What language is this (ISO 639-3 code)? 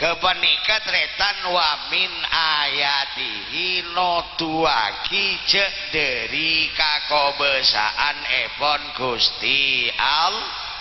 mad